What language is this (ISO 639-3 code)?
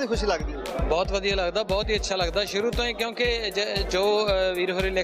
pan